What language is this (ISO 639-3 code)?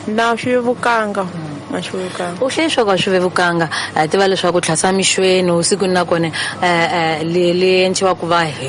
tso